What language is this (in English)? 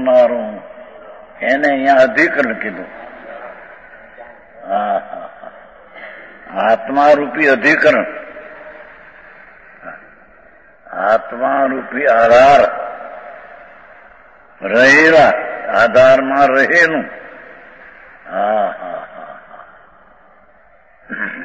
Gujarati